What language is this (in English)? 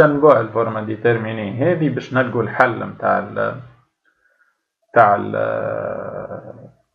Tunisian Arabic